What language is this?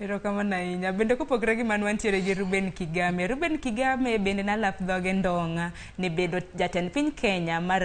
Luo (Kenya and Tanzania)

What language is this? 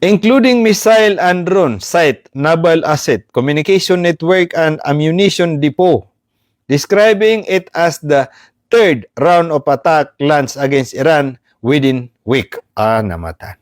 Maranao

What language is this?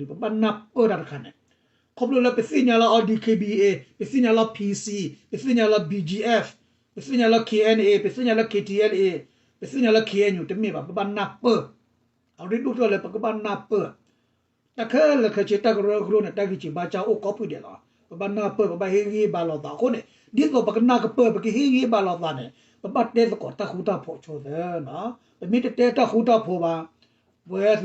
S'gaw Karen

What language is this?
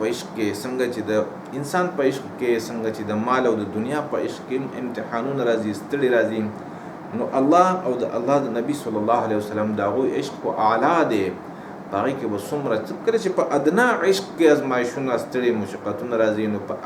Pashto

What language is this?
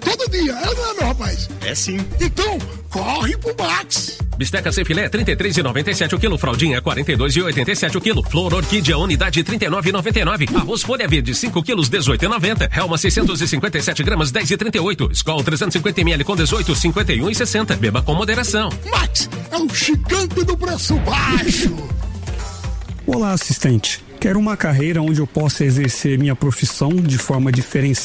Portuguese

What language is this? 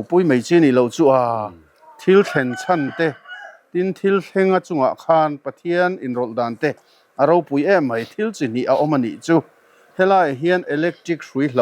Mizo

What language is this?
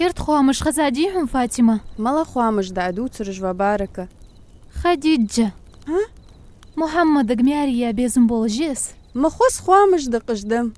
Ingush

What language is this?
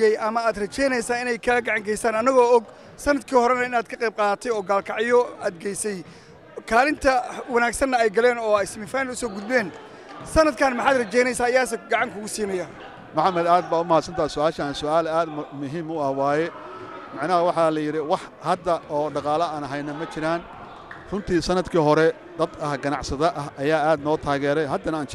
Somali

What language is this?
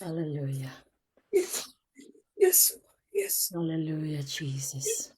Pohnpeian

